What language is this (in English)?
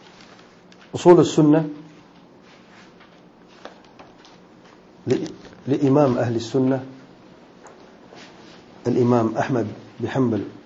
Urdu